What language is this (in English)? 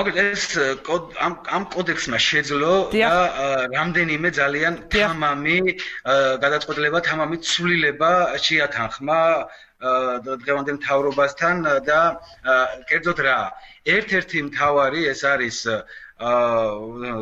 Georgian